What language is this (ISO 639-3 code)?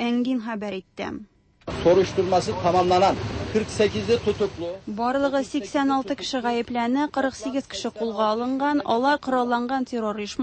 tat